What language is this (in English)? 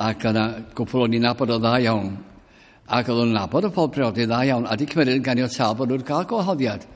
Welsh